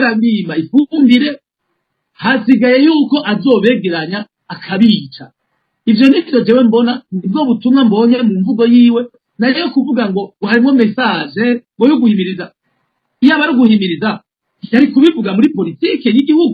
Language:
Rundi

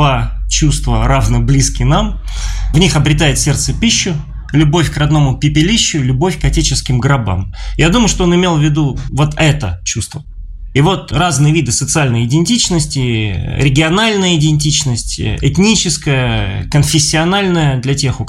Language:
Russian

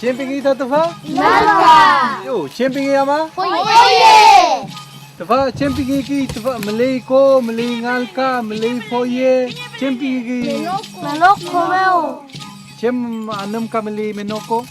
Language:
Mapuche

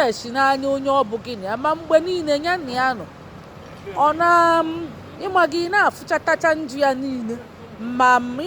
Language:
Igbo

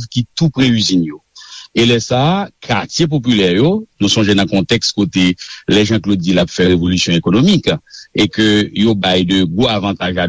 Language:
Haitian Creole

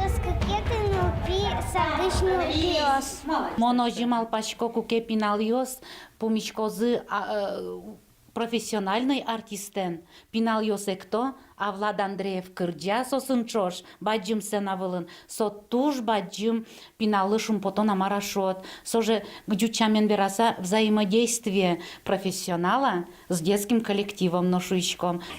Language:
Udmurt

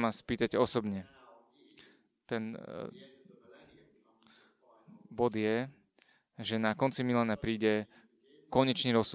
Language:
Slovak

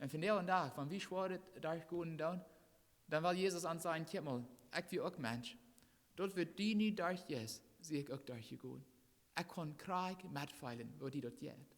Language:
Plautdietsch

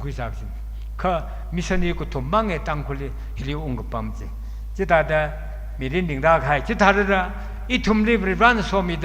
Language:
Tangkhul Naga (India)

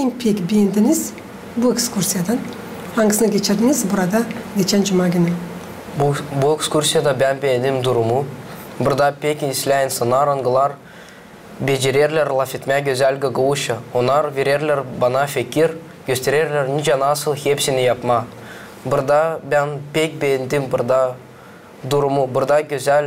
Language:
Gagauz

